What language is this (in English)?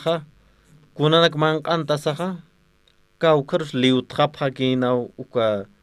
Aymara